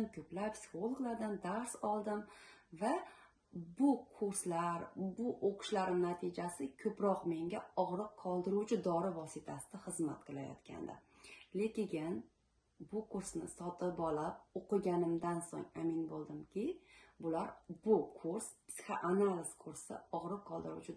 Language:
Uzbek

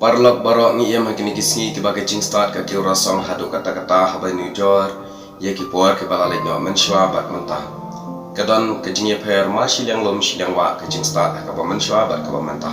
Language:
Khasi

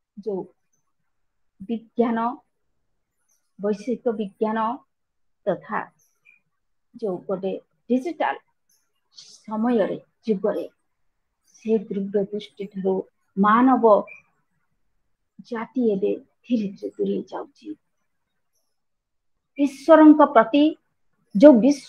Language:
Odia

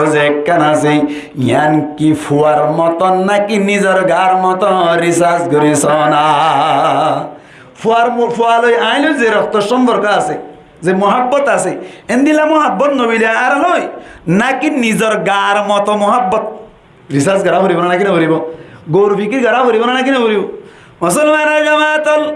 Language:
Rohingya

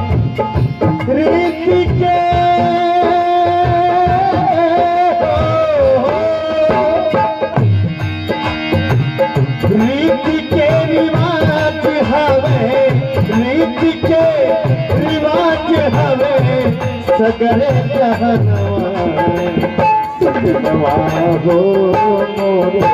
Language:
Bhojpuri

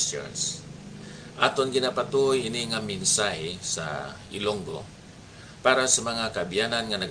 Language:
Hiligaynon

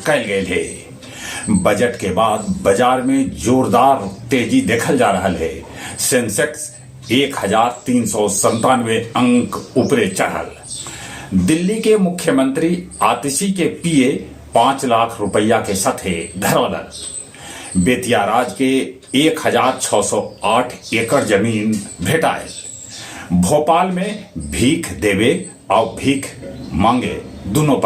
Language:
Magahi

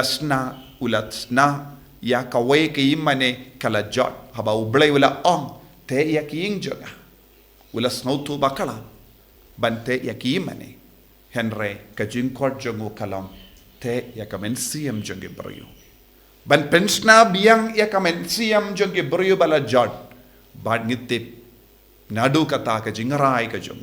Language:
Khasi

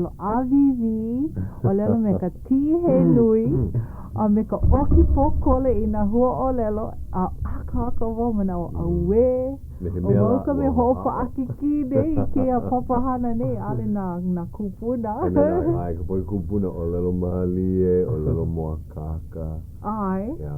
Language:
Hawaiian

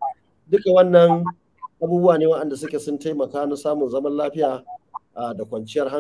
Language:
Hausa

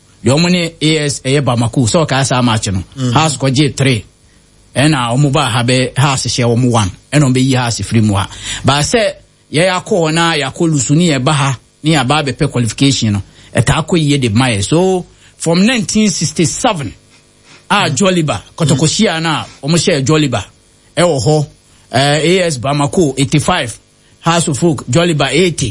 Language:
Akan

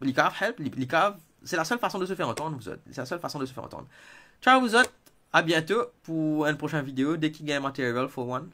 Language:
Morisyen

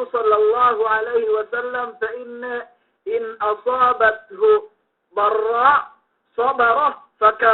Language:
Yakan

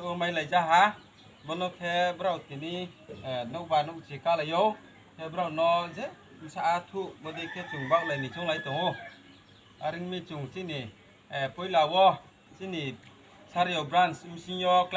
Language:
Riang (India)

